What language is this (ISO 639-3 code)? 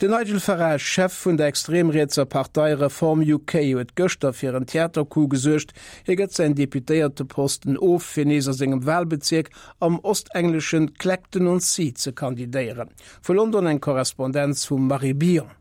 ltz